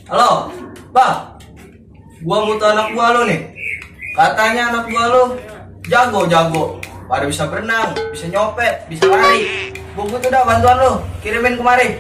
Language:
Betawi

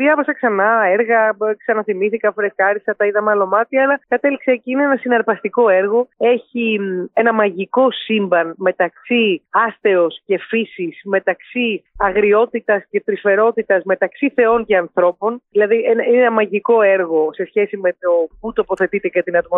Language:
Greek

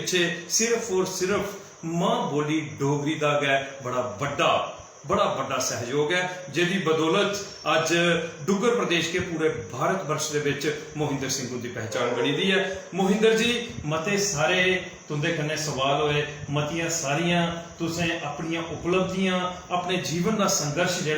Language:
Dogri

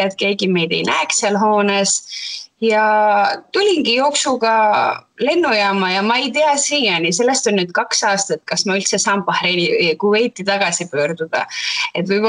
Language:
Estonian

